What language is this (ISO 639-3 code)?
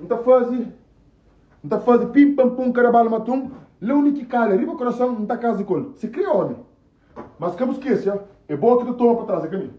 kea